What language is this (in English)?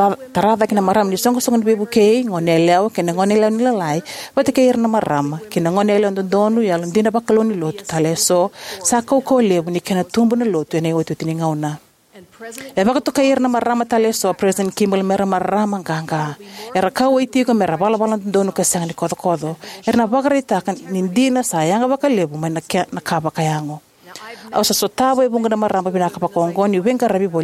Fijian